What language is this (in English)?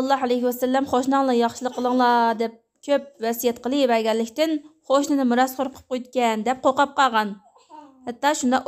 Uyghur